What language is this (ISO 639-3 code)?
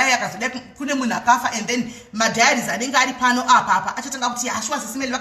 sna